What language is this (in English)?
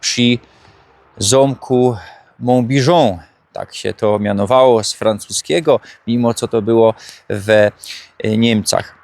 Silesian